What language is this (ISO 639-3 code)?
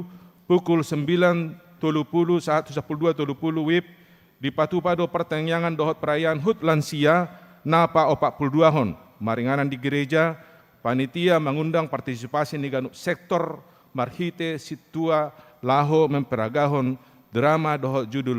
bbc